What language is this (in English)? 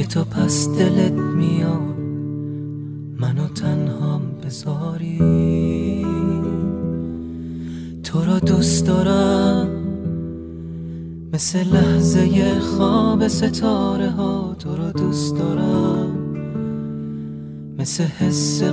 Persian